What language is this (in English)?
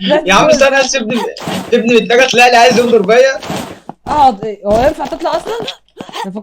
Egyptian Arabic